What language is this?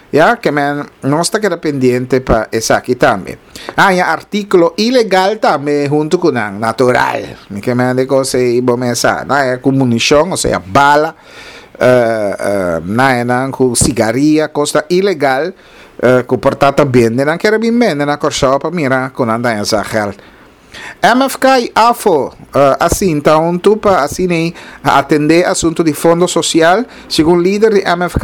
Papiamento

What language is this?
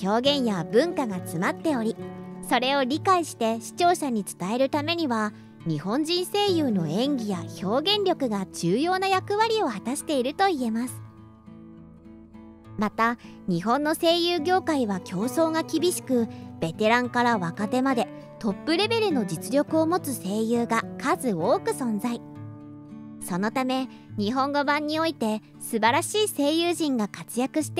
Japanese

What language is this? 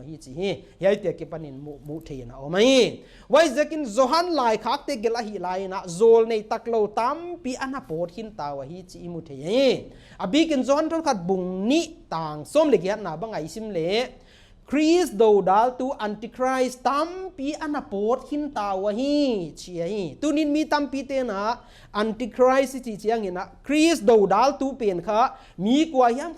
Paite Chin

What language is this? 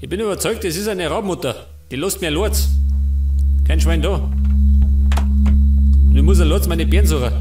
Bavarian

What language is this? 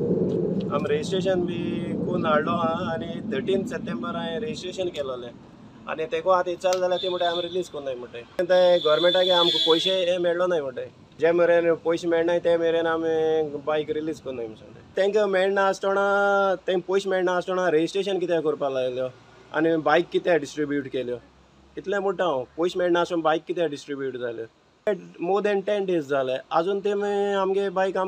Konkani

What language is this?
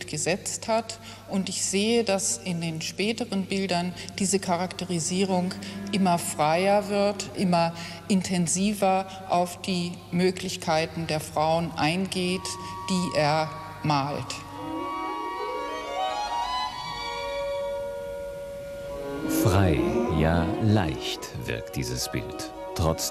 German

